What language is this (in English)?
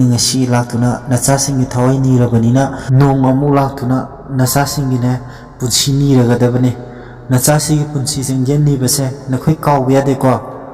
Manipuri